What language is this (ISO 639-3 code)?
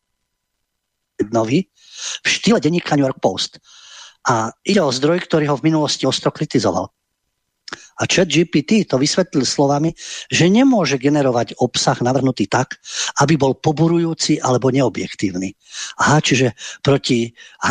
slk